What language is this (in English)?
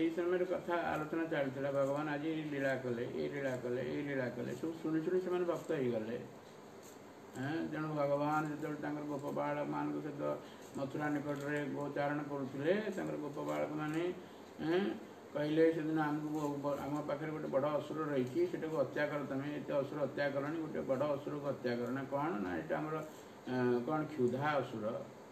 Odia